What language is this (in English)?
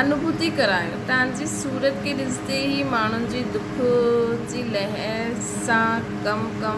Sindhi